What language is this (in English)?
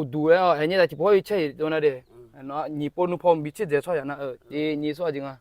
Akha